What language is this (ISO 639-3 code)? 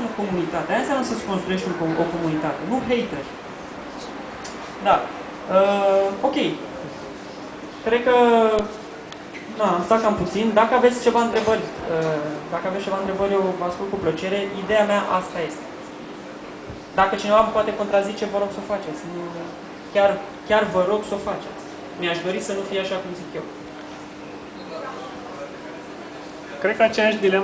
ron